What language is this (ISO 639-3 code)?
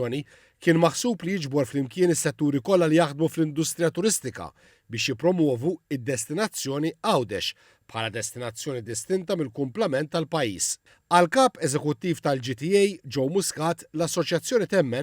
mlt